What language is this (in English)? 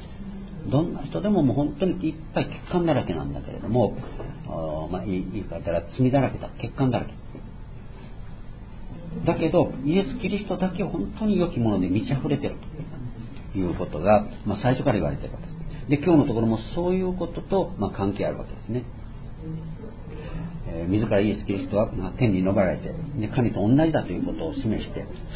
Japanese